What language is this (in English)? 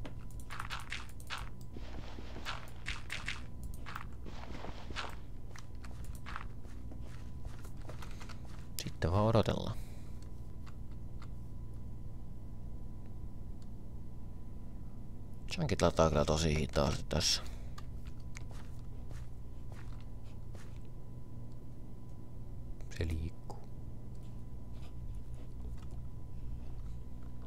Finnish